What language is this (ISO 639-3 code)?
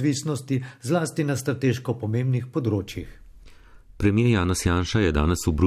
slv